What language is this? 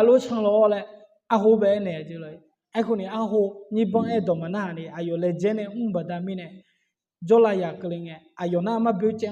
Akha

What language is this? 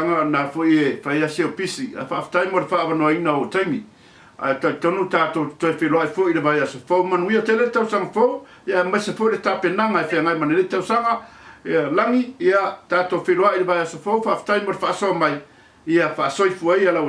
Samoan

